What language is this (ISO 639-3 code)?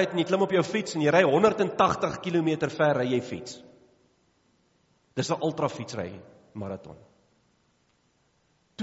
afr